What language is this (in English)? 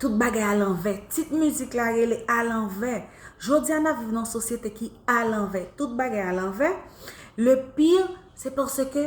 Haitian Creole